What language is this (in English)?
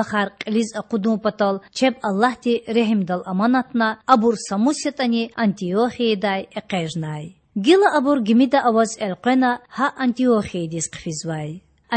Lezghian